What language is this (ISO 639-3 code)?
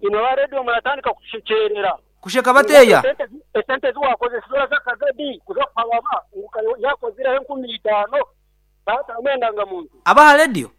nyn